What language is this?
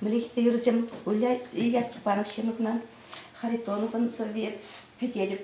Chuvash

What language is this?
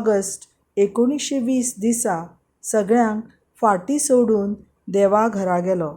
Konkani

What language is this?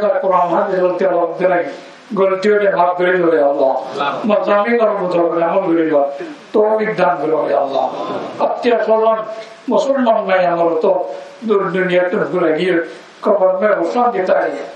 Rohingya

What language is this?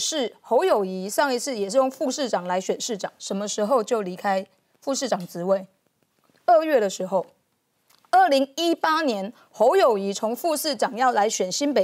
Chinese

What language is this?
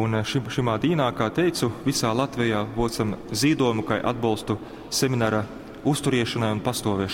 Latgalian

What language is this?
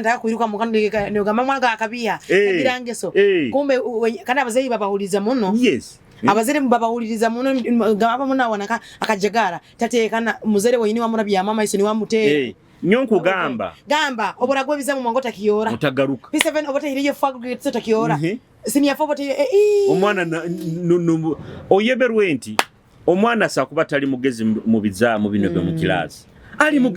Nyoro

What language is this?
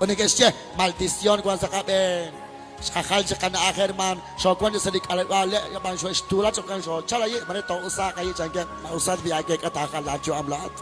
Kekchí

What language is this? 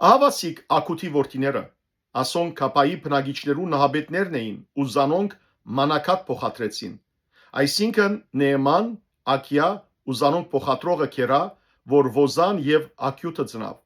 Western Armenian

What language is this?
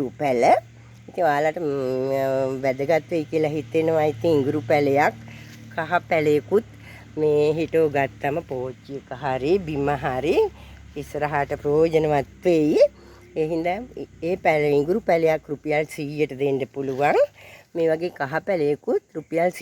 Sinhala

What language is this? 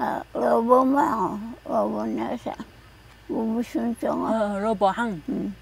Taroko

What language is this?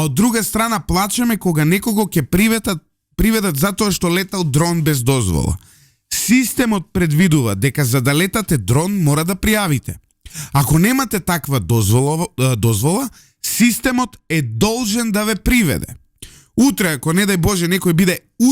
Macedonian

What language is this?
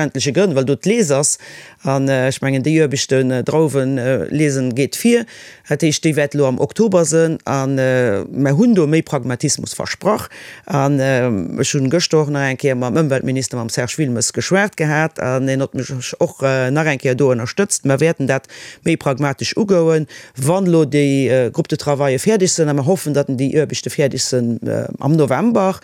Luxembourgish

